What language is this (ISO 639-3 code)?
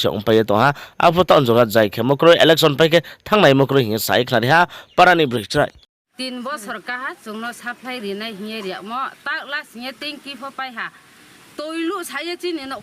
ria